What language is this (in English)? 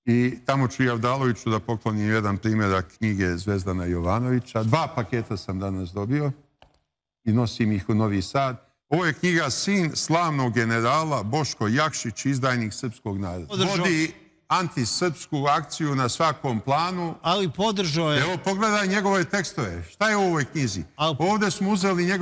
Serbian